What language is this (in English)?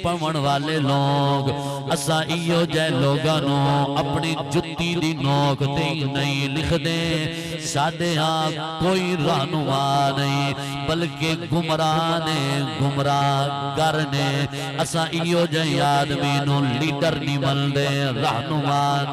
Saraiki